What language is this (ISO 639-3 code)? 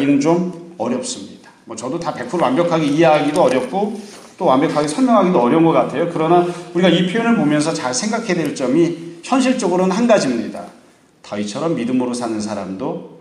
kor